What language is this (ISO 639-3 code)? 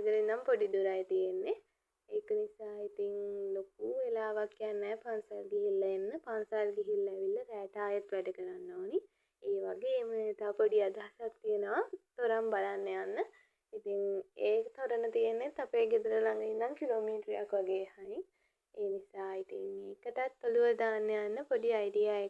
sin